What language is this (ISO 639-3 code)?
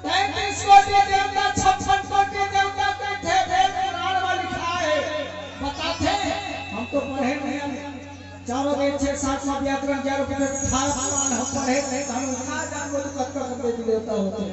hne